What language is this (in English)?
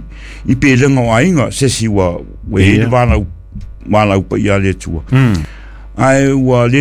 Samoan